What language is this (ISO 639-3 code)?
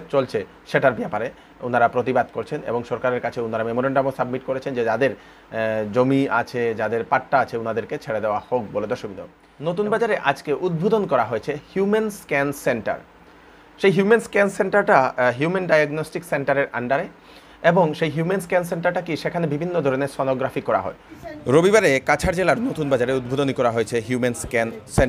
ben